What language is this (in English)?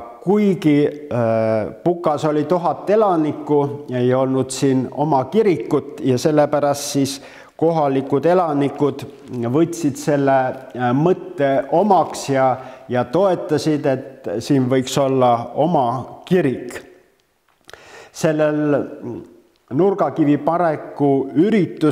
Estonian